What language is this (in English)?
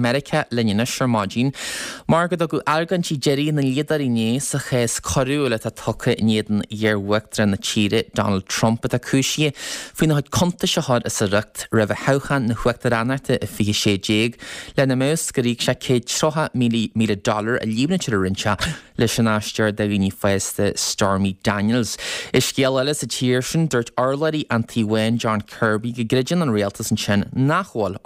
Irish